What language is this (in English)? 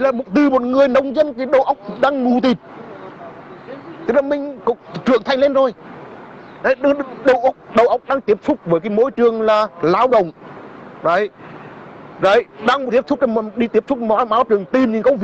Vietnamese